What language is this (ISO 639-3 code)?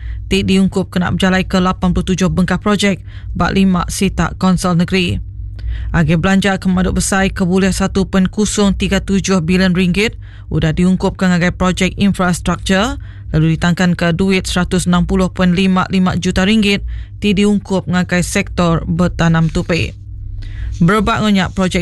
iba